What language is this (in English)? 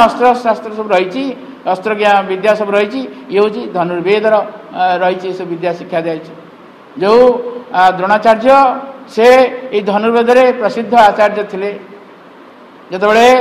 Odia